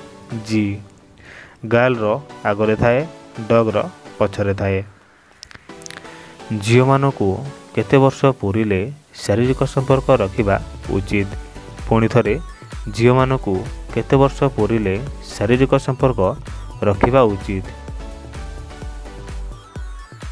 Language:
Odia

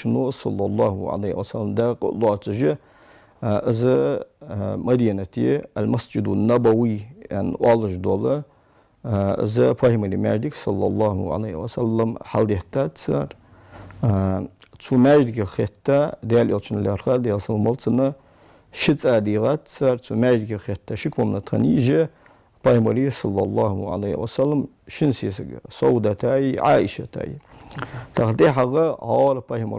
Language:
Ingush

